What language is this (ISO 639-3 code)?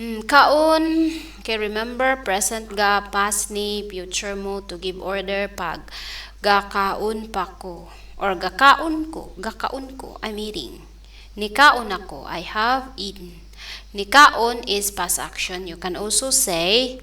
ceb